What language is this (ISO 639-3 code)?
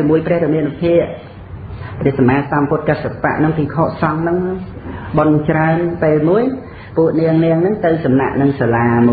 khm